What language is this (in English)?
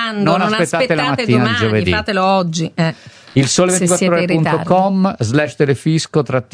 Italian